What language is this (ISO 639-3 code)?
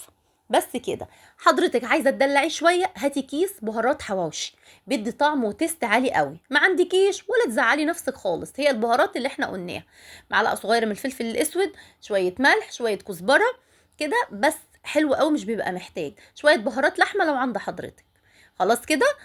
arz